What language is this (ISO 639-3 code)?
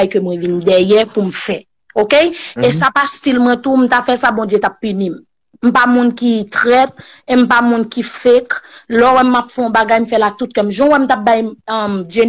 hat